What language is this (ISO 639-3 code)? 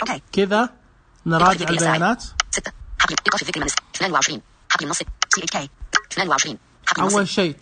ars